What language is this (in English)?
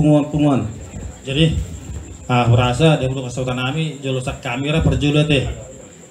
Batak Toba